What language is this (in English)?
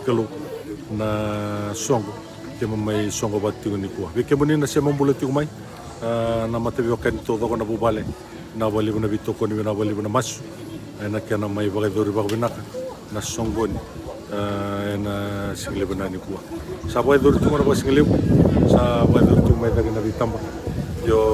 Fijian